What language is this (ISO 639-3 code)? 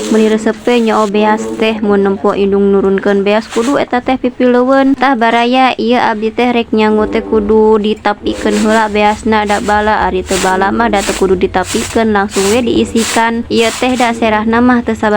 sun